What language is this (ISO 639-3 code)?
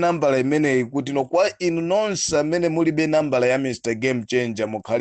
nya